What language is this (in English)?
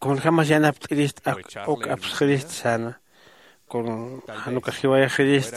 Aymara